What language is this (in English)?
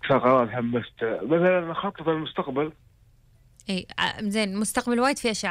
Gulf Arabic